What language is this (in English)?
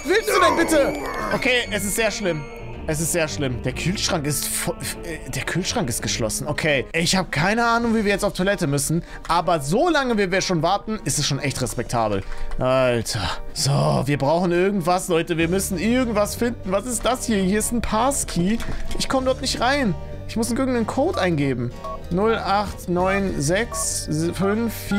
German